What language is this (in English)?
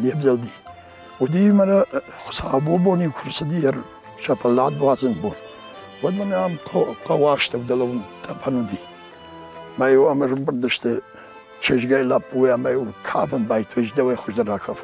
Ossetic